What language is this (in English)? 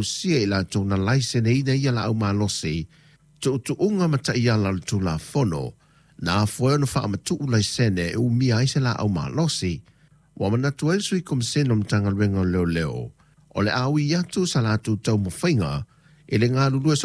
Samoan